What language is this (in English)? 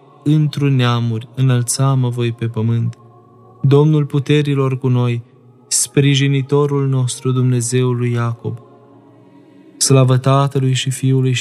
Romanian